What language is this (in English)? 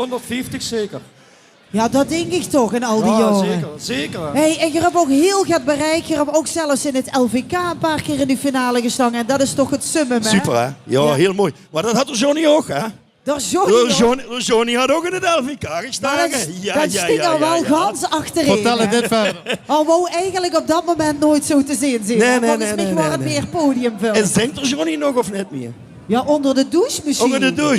Limburgish